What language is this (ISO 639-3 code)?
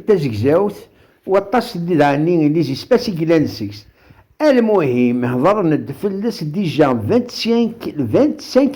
kab